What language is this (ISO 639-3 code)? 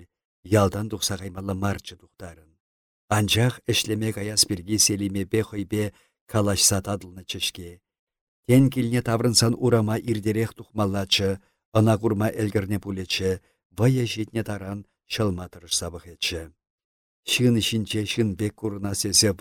chv